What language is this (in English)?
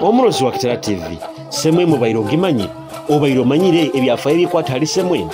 Nyoro